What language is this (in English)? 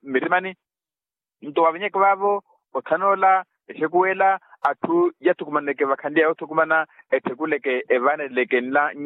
Makhuwa